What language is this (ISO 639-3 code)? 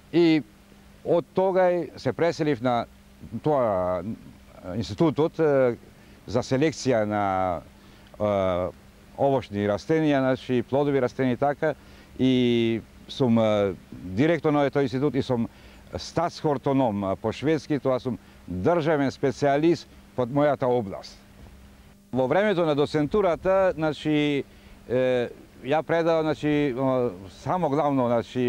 mkd